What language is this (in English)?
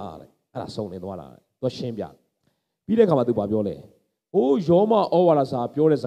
Burmese